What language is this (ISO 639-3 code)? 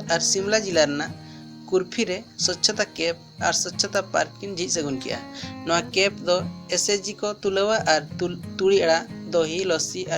sat